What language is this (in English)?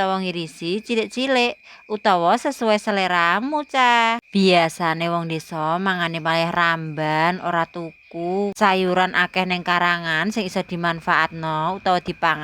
Javanese